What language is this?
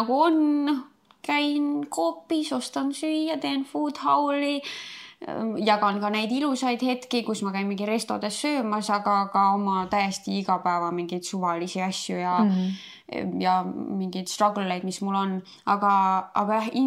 Estonian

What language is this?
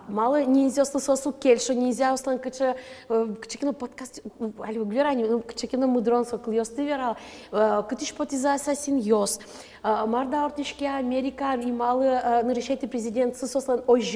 Udmurt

